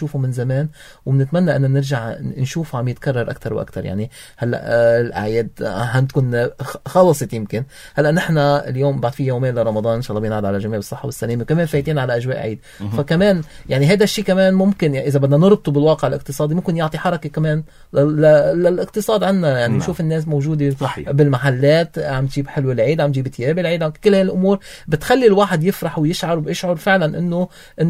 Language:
North Levantine Arabic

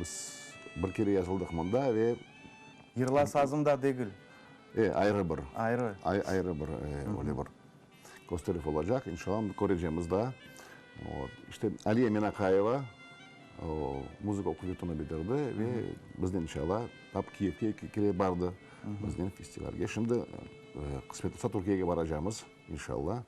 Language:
Crimean Tatar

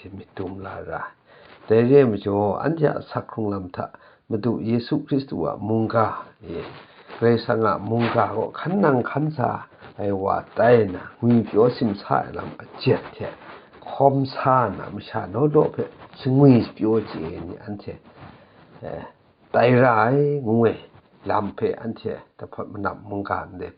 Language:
Kachin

